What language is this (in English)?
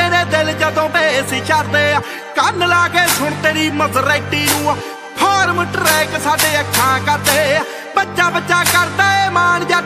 Punjabi